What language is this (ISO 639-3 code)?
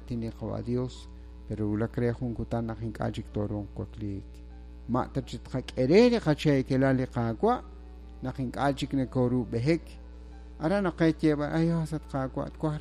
kek